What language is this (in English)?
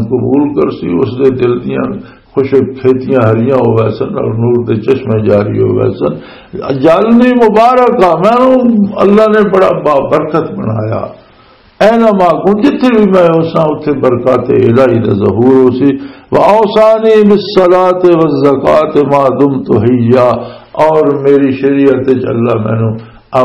Western Panjabi